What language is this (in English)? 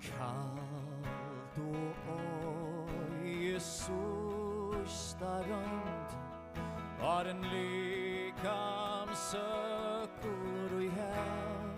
Faroese